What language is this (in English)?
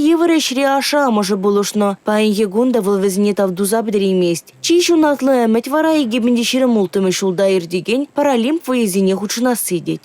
Chuvash